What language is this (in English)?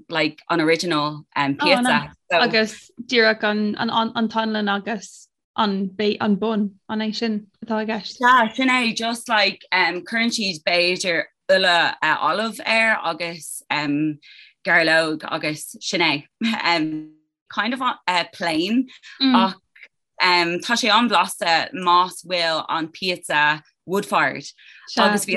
Irish